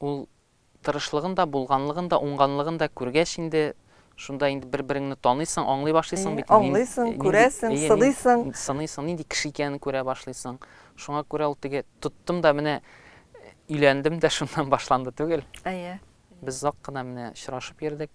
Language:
Tatar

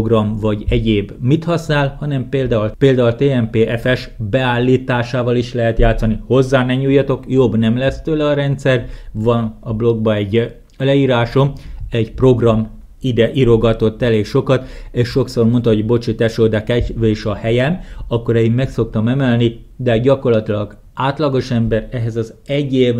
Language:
Hungarian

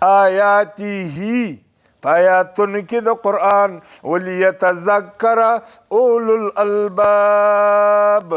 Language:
Pashto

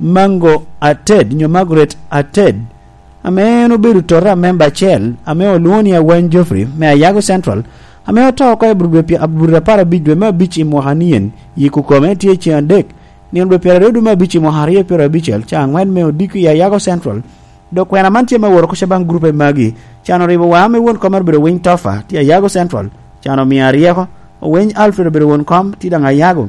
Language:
Lango (Uganda)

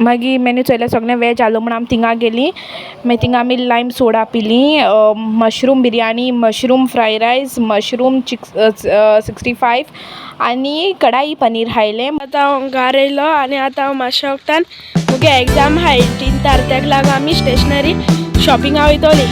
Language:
Konkani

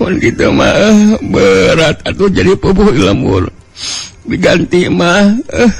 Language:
Sundanese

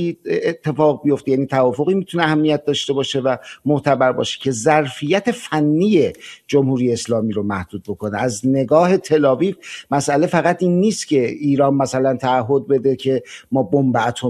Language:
Persian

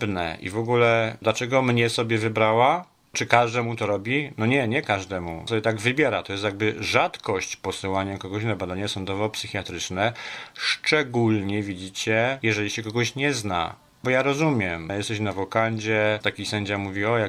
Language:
Polish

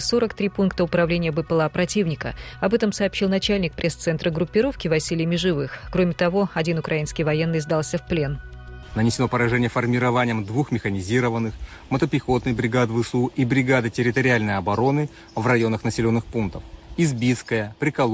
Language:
Russian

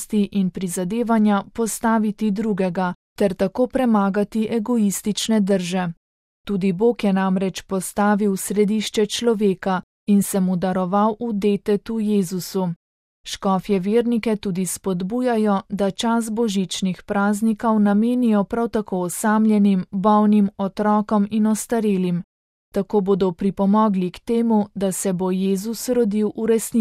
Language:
Slovenian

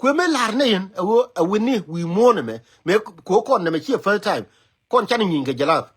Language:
Nuer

